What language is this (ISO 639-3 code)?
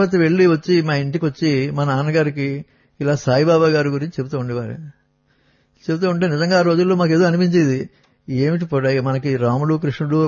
tel